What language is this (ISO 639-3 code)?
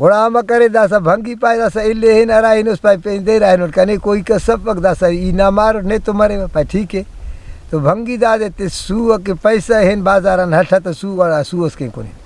brh